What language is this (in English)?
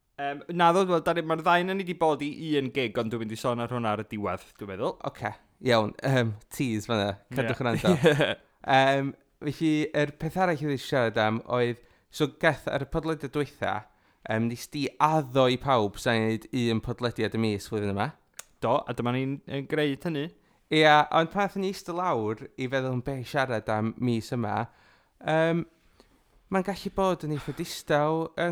Welsh